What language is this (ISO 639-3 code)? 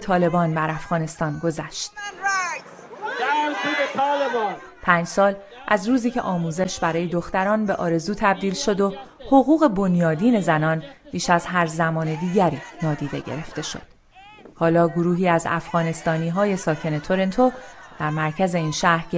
fas